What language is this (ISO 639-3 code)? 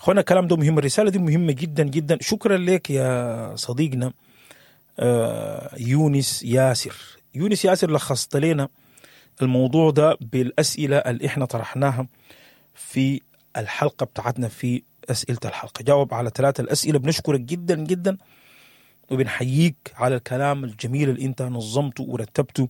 apd